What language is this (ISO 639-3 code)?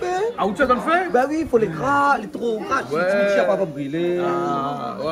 rcf